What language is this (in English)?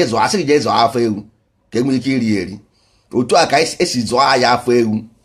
Igbo